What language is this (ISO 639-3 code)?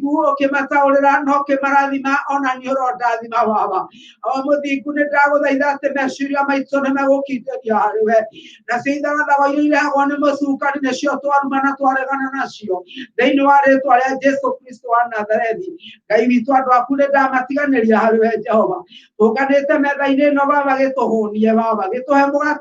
kik